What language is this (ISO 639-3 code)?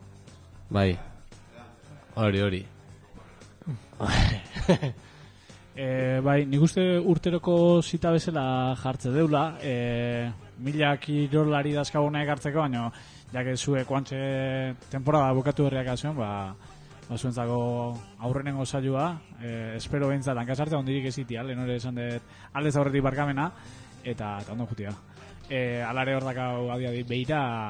eus